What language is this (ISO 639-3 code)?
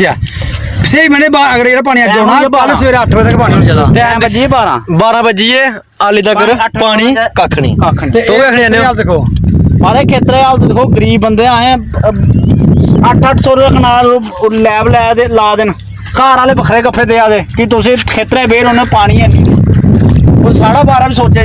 doi